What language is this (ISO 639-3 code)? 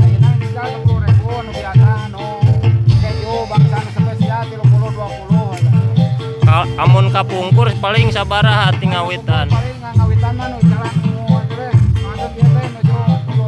sun